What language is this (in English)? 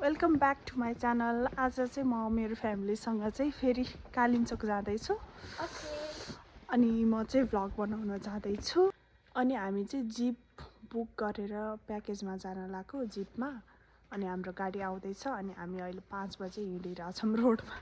Nepali